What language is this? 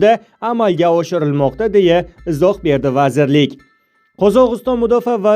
Uzbek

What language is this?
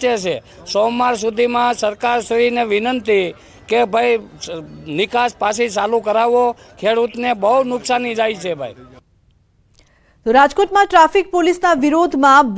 Gujarati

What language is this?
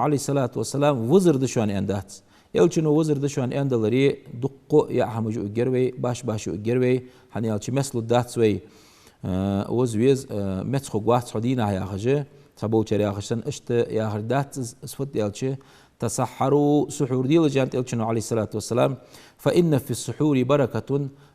Ingush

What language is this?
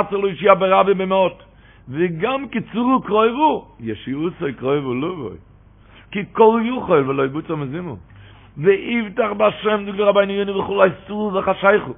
Yiddish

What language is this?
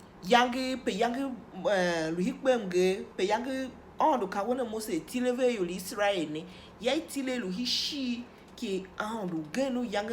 Tiv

